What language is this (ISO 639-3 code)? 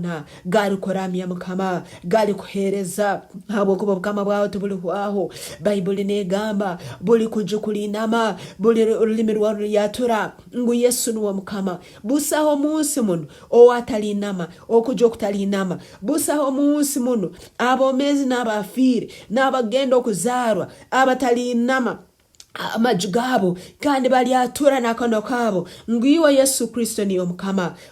nyn